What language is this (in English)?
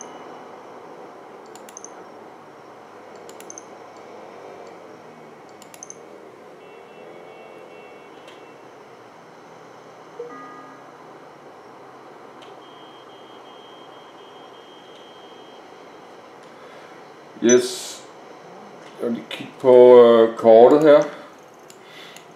Danish